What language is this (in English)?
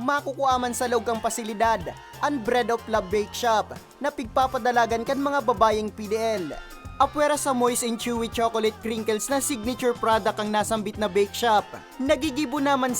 Bikol